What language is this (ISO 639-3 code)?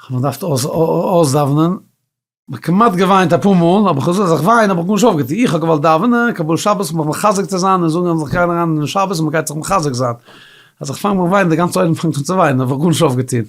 yid